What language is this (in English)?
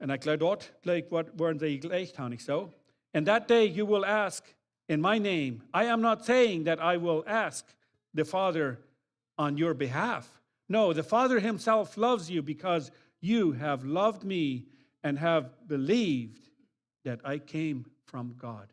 Plautdietsch